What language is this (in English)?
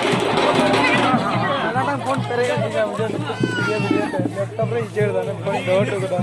Santali